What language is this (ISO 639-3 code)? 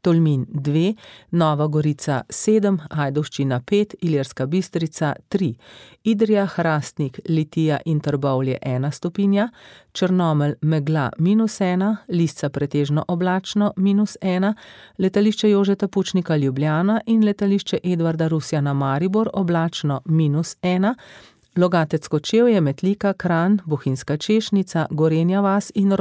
slv